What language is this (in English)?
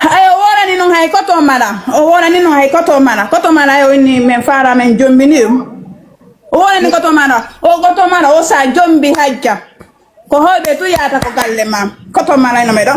Fula